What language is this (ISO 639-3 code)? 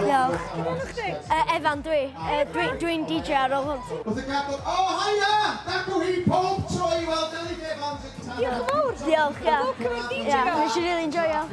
cym